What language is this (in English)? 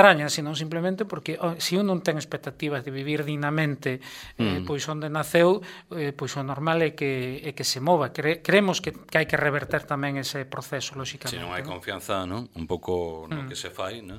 Galician